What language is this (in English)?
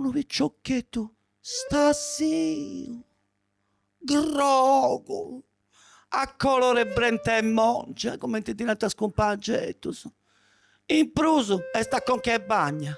Sardinian